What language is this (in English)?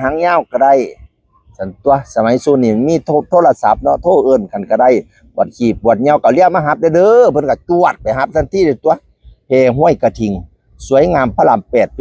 Northeastern Thai